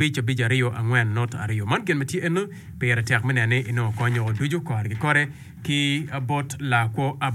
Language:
Acoli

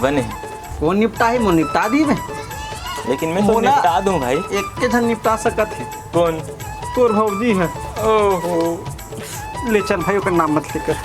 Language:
Chhattisgarhi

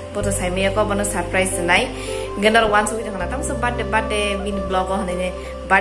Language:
Kok Borok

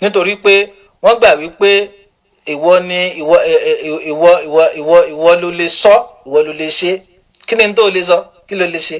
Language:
Yoruba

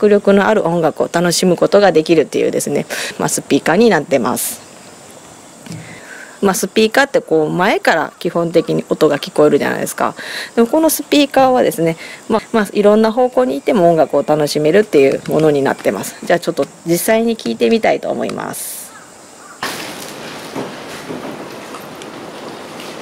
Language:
Japanese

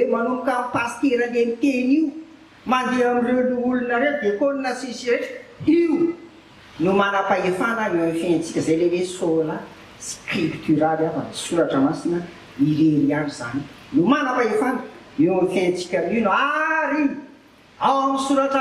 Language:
Malagasy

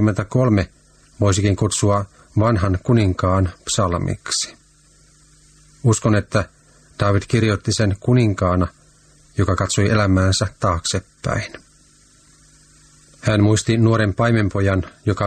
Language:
Finnish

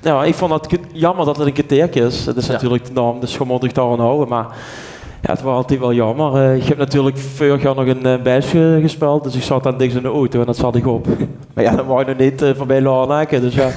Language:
Limburgish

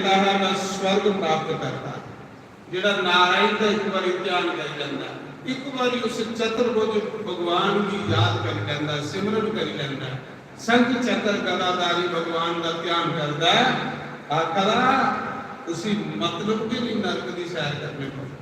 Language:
Dogri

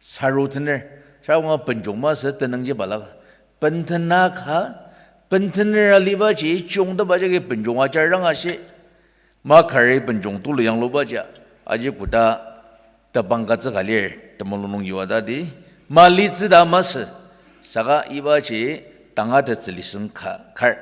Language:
Ao Naga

